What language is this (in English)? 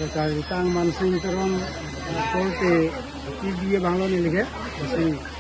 Karbi